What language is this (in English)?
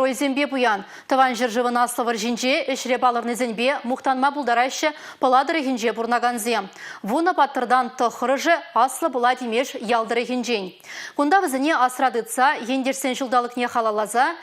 Chuvash